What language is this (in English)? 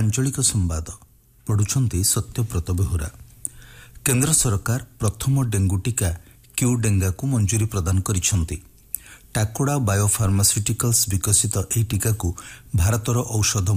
Odia